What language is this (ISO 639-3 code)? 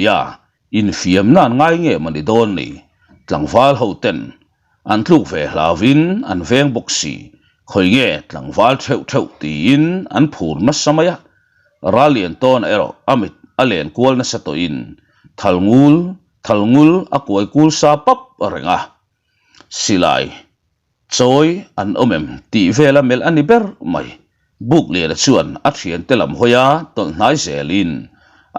lus